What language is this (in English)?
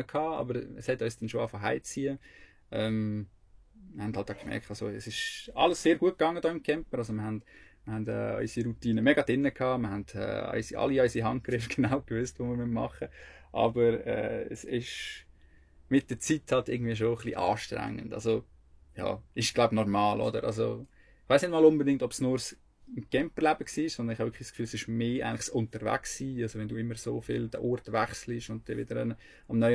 Swiss German